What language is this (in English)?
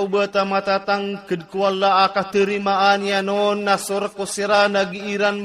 Maranao